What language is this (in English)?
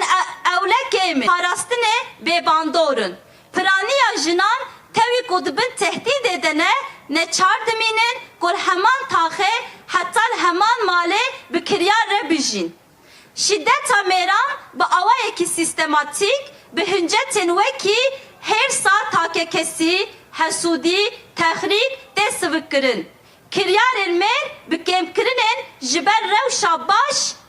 Kurdish